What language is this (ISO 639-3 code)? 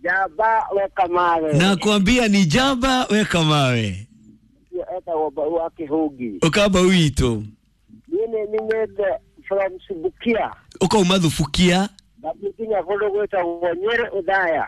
kik